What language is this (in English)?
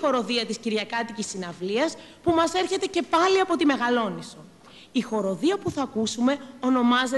Greek